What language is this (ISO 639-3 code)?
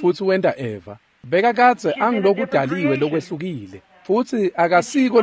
ssw